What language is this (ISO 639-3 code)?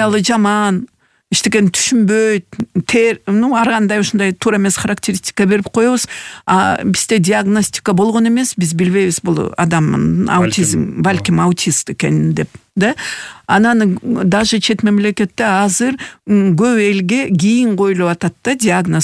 kir